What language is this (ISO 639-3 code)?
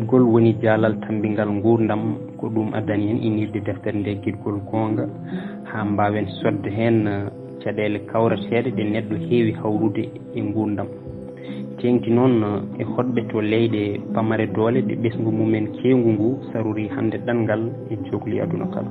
ful